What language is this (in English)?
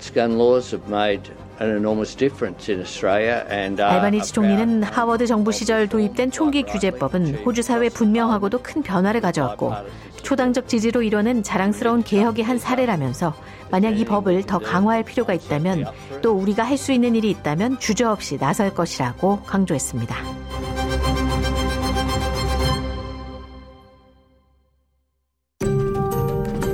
Korean